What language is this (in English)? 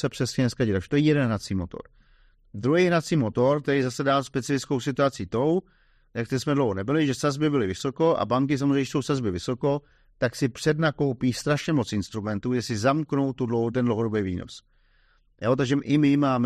Czech